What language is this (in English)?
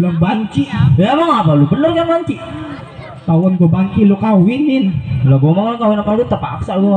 Betawi